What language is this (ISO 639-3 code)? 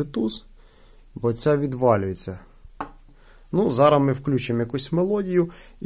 ukr